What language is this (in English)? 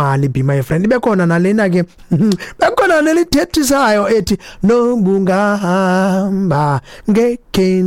Xhosa